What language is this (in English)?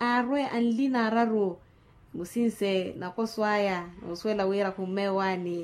Makhuwa